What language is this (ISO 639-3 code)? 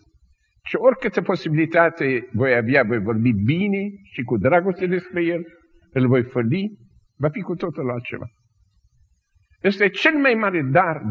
ron